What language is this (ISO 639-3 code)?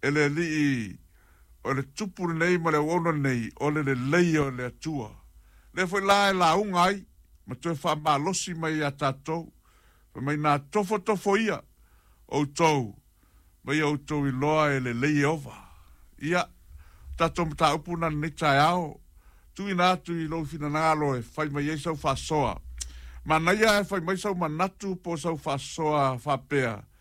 smo